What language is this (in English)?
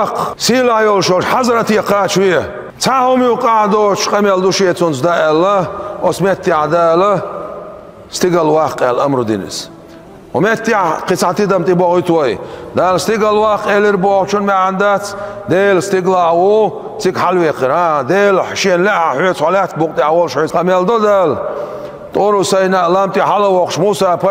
Chechen